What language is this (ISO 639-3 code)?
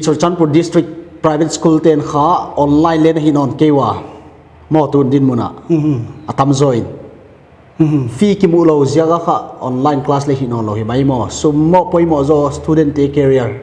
pck